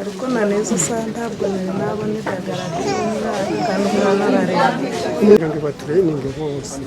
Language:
Nyankole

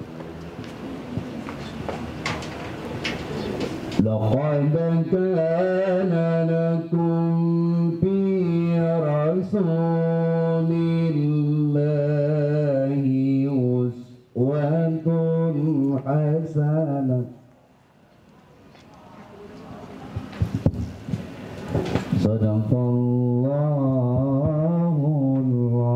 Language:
Indonesian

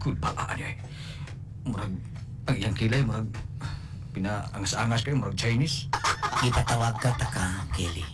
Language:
Cebuano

